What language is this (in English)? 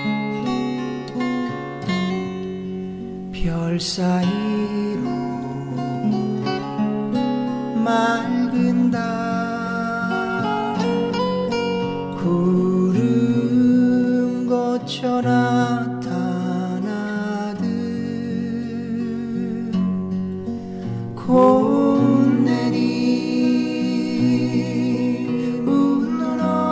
Korean